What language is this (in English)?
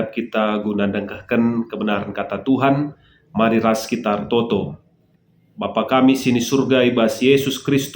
Batak Karo